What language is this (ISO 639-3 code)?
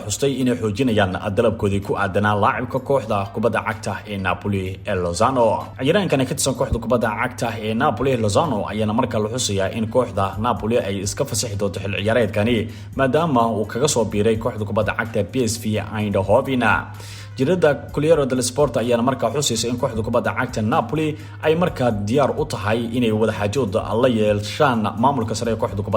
som